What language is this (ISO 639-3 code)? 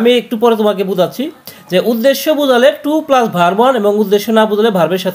ben